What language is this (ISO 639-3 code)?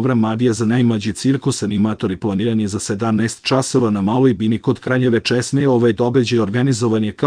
srp